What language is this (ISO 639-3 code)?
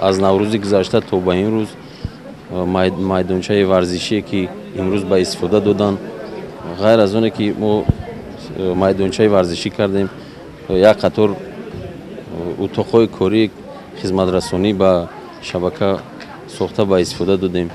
tgk